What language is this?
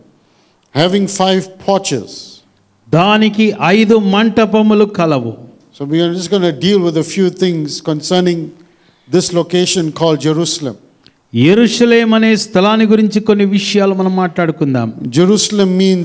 Telugu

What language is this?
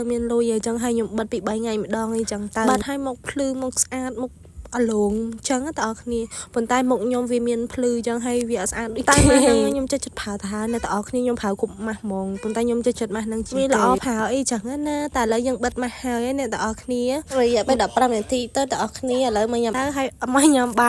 Khmer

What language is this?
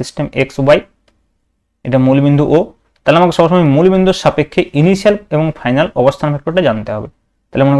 Bangla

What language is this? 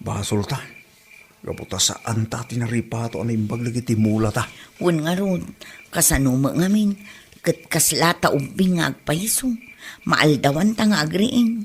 Iloko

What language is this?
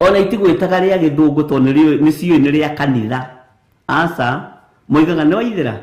Kikuyu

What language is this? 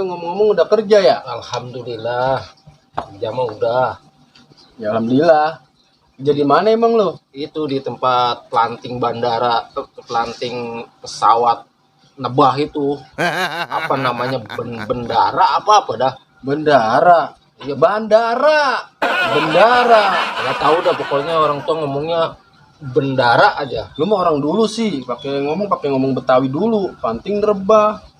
Betawi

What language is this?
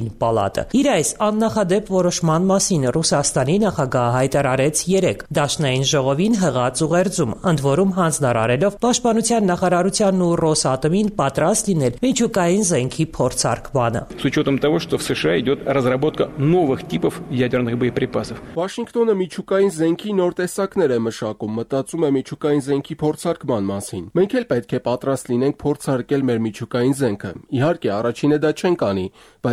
Armenian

